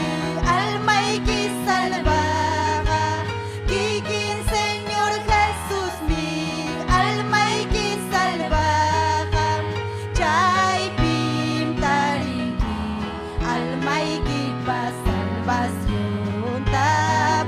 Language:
Ayacucho Quechua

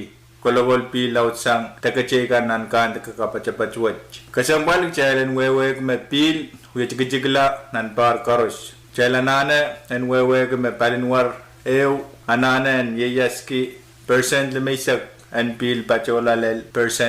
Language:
Pohnpeian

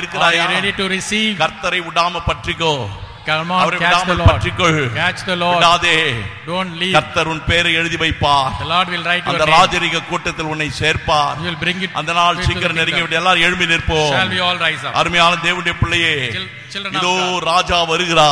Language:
Tamil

